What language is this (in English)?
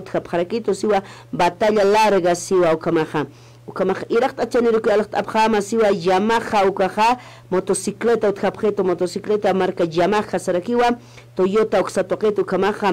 Aymara